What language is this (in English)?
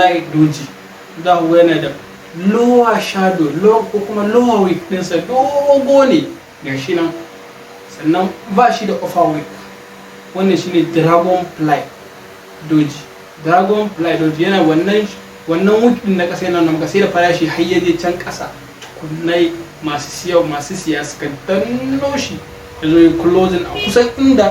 Hausa